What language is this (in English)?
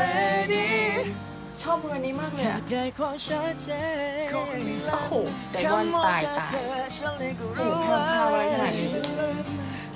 Thai